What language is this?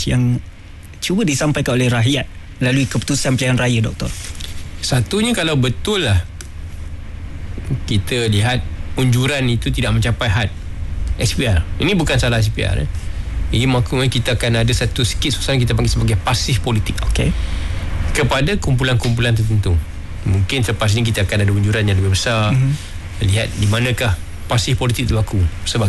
Malay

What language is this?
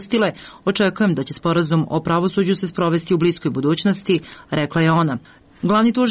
Serbian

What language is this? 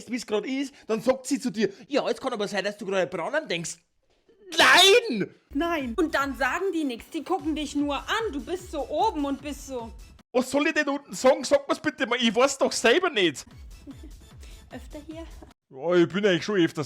Bavarian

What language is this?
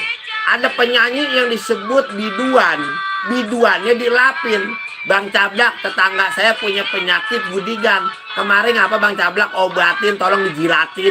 Betawi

